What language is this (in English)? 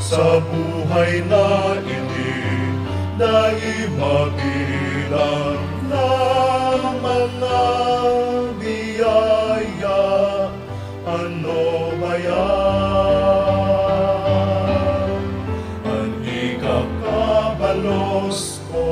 Bikol